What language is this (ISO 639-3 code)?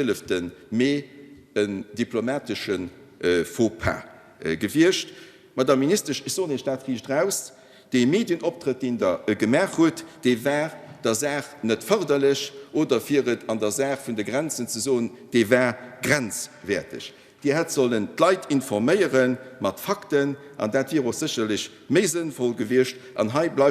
ltz